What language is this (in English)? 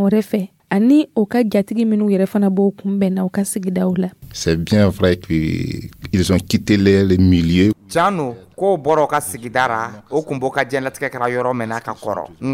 Dyula